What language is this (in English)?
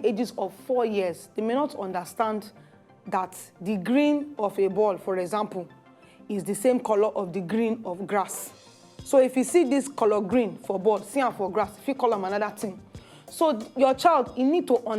Nigerian Pidgin